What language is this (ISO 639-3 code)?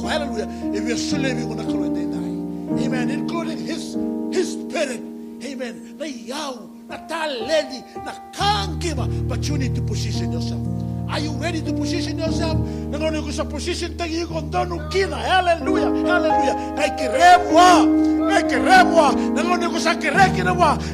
fij